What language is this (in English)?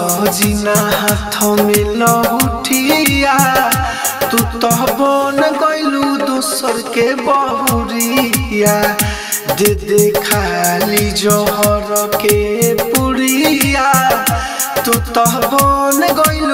Bhojpuri